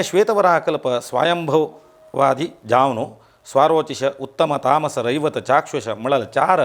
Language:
Konkani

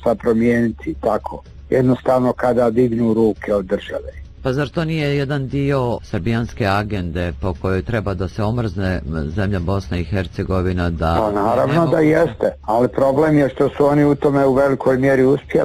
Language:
Bosnian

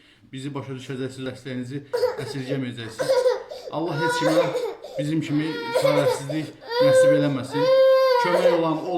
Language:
Azerbaijani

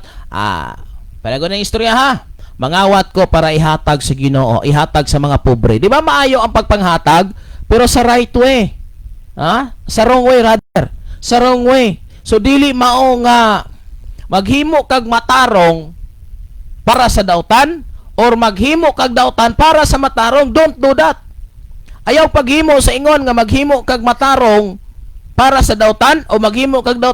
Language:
Cebuano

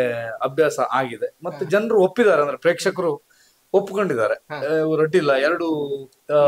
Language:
Kannada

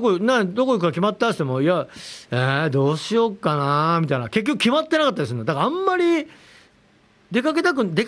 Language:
Japanese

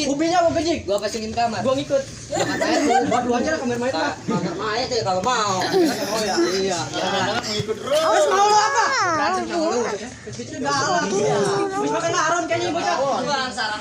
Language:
Betawi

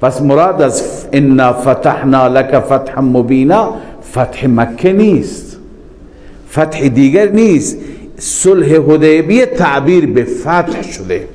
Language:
Persian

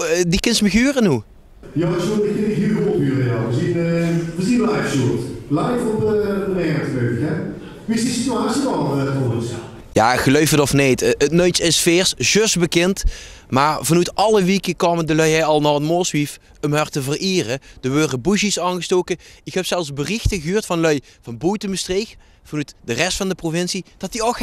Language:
Limburgish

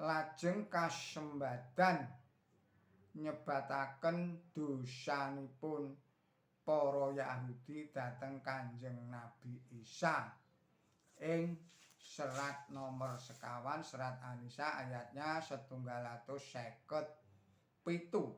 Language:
Javanese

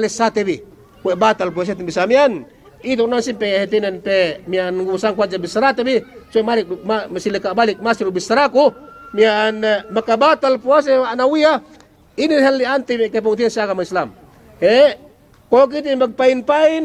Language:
Yakan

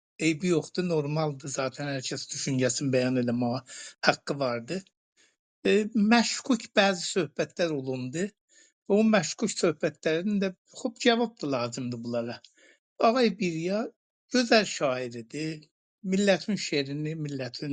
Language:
South Azerbaijani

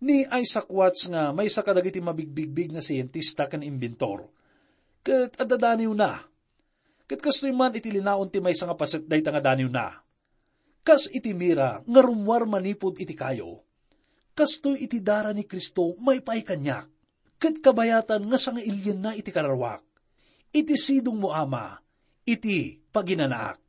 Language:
Iloko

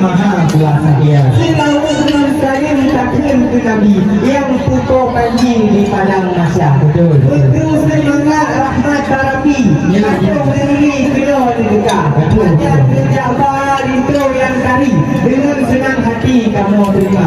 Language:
Achinese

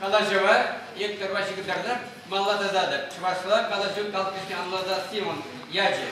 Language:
Chuvash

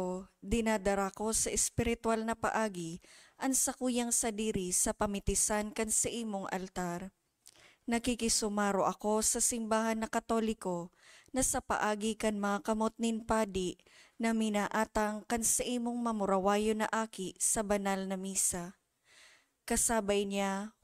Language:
Bikol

